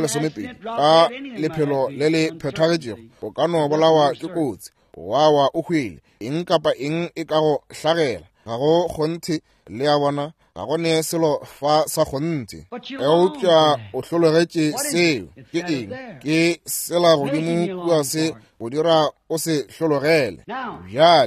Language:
Northern Sotho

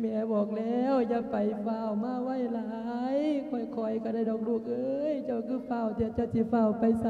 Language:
Lao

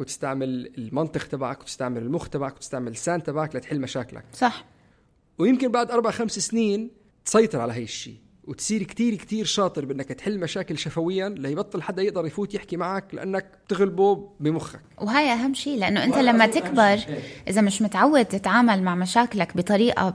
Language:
North Levantine Arabic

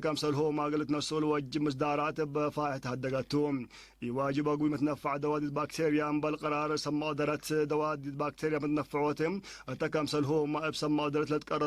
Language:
Tigre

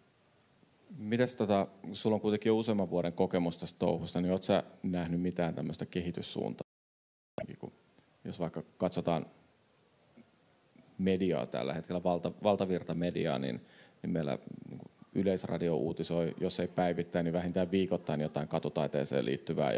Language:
Finnish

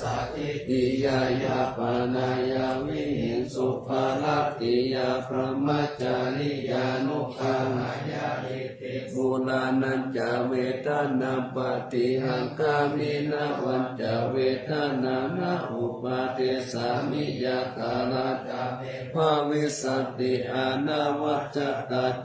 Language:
Pali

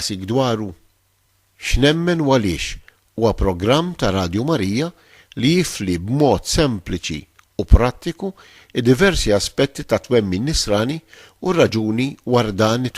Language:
Maltese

